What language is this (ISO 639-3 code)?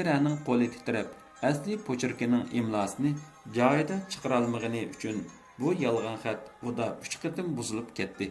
uig